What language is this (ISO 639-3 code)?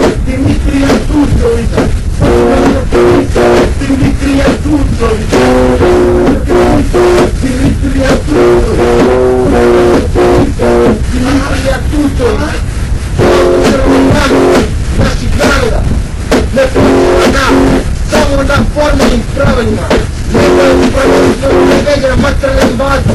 srp